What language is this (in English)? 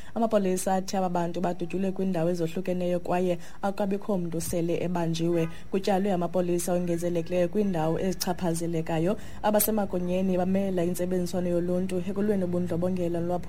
Xhosa